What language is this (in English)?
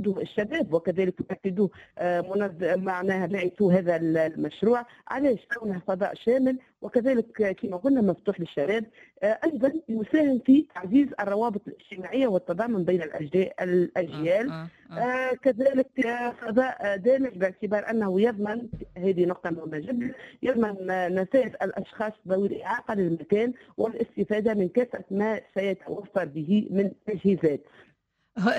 Tunisian Arabic